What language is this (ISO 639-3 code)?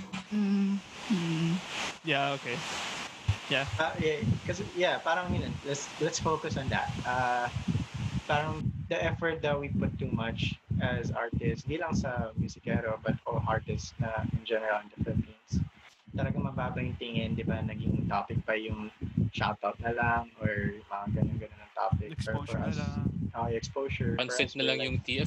fil